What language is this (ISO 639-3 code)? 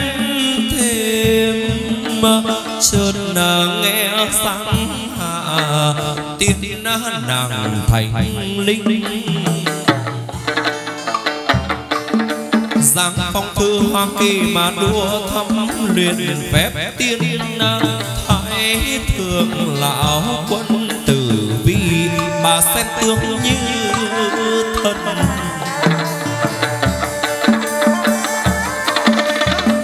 vie